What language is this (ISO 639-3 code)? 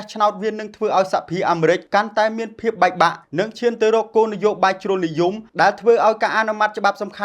khm